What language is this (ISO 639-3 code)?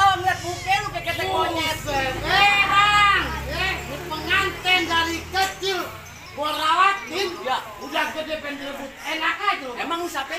bew